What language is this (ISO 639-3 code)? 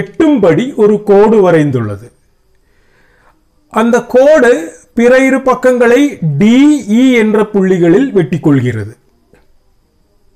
tam